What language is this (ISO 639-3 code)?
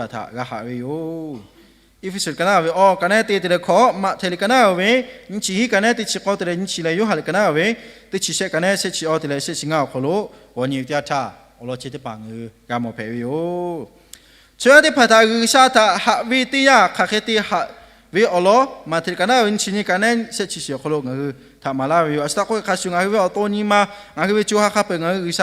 lhu